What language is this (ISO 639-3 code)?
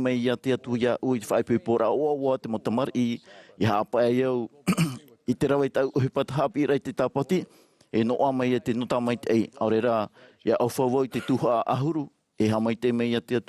tah